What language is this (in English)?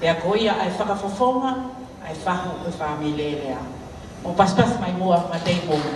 Tongan